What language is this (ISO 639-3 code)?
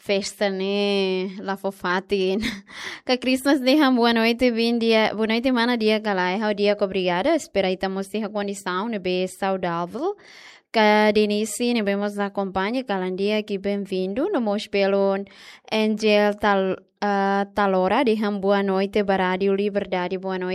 tet